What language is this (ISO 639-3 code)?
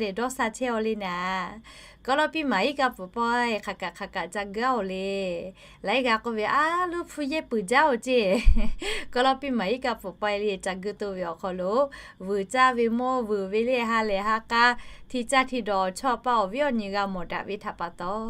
lhu